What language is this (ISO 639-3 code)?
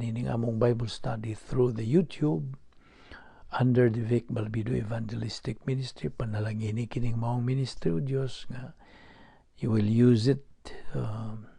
ceb